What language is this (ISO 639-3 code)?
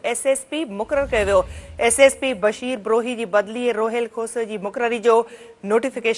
snd